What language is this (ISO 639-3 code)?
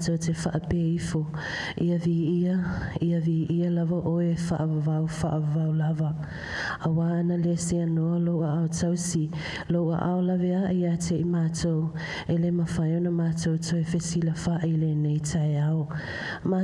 smo